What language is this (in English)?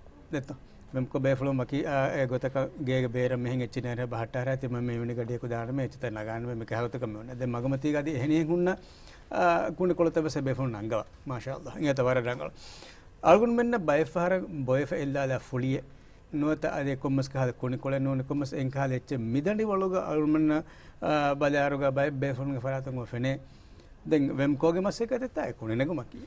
Divehi